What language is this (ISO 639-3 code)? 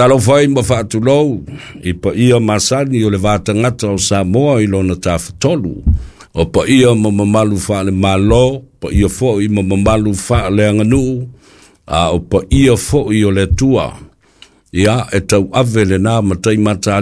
smo